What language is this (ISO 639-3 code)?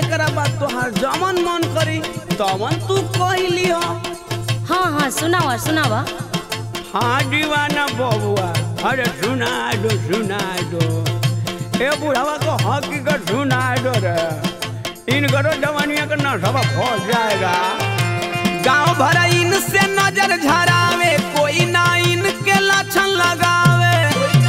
bho